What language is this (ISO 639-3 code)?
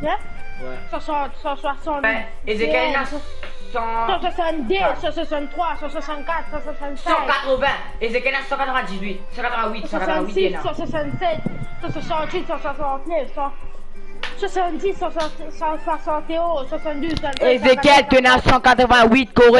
mfe